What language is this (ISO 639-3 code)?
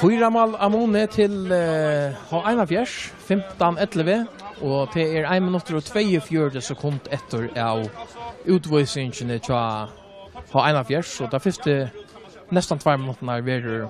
fao